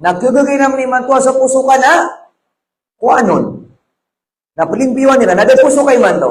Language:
Maranao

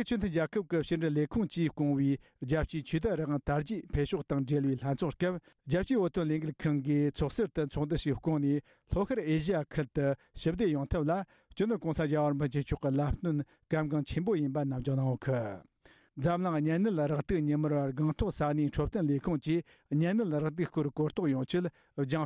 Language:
Tibetan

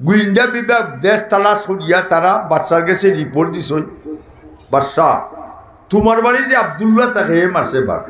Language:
Sylheti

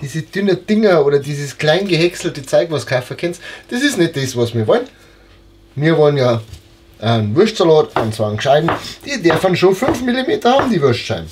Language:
Bavarian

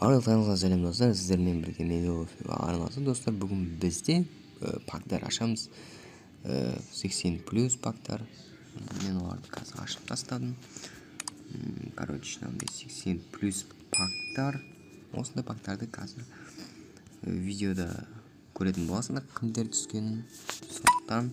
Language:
Kazakh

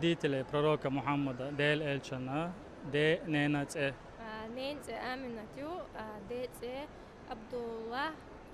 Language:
Chechen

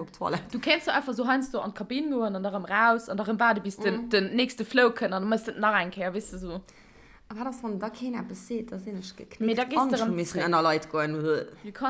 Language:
Luxembourgish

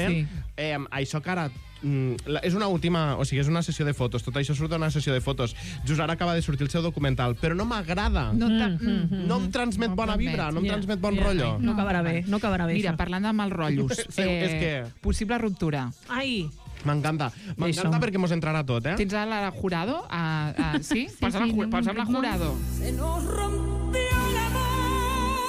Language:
Catalan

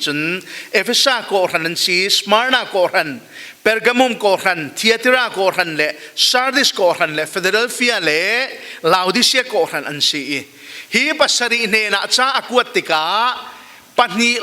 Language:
Falam Chin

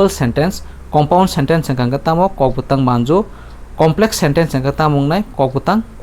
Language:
Kok Borok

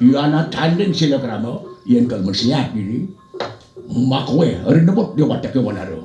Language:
Balinese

